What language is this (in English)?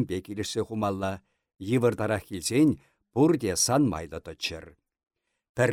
Chuvash